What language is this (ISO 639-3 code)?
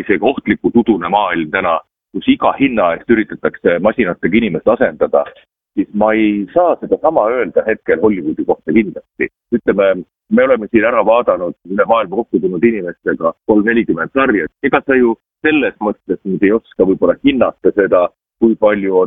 est